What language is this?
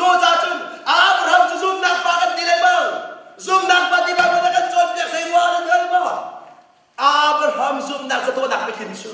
Hakha Chin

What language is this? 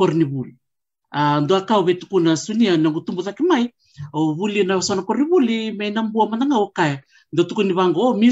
Fijian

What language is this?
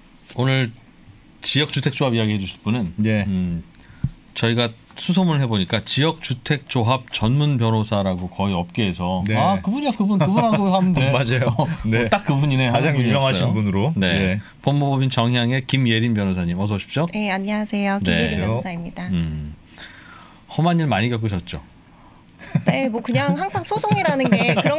Korean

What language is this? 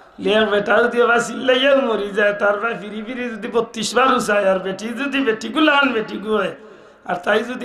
Sylheti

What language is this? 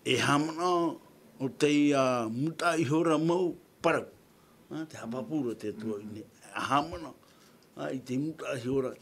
Tahitian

